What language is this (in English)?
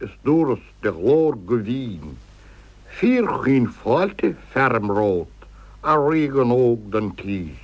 Irish